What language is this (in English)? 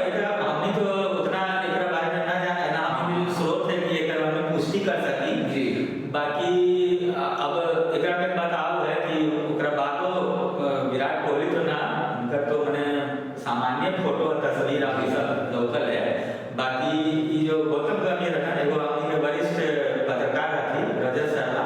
Magahi